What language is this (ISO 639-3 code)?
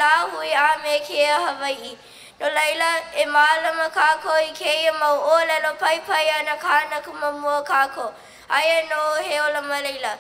haw